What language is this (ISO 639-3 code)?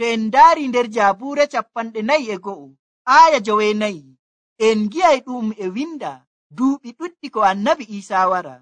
fuv